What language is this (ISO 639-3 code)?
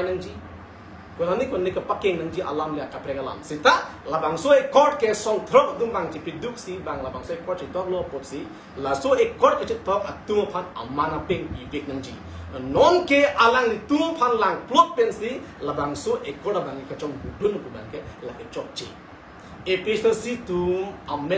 mjw